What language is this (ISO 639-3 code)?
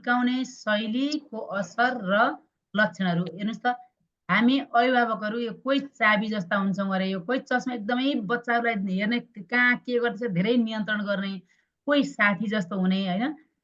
nep